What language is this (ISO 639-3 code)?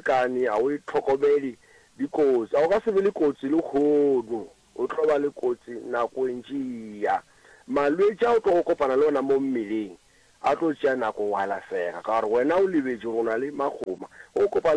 nso